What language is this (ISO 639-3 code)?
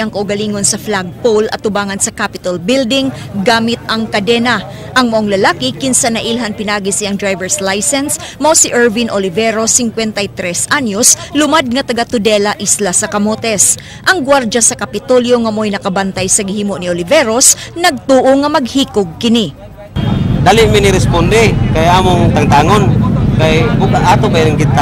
ceb